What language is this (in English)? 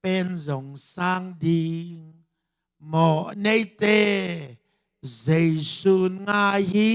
Tedim Chin